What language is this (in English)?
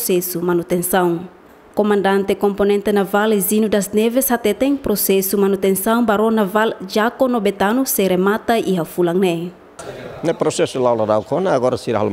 Tetum